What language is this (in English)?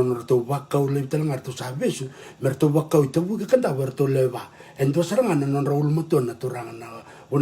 Fijian